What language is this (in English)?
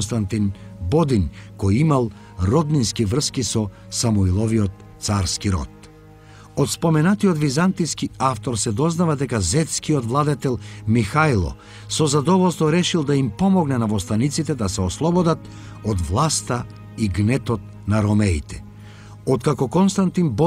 Macedonian